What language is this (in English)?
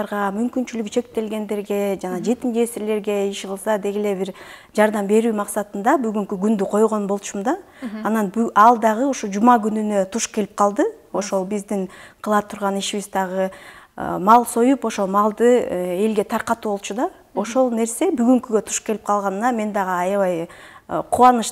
Kyrgyz